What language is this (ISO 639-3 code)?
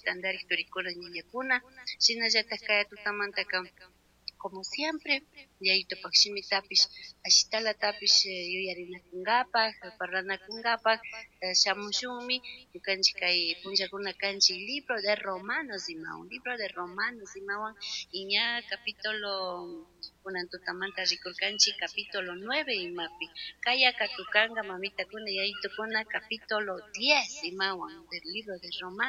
qug